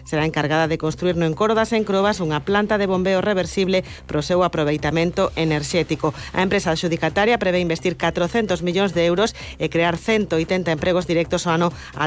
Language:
Galician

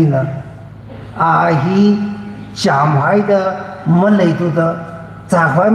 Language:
Tangkhul Naga (India)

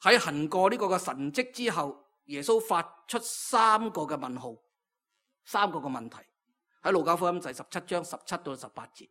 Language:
Cantonese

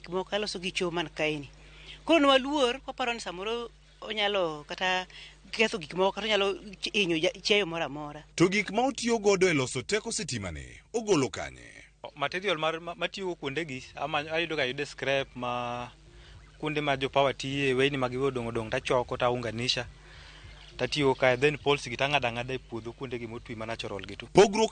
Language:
Luo (Kenya and Tanzania)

